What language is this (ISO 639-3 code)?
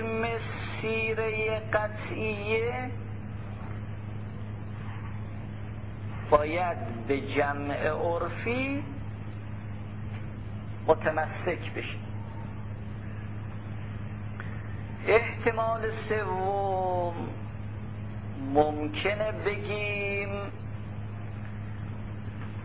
fas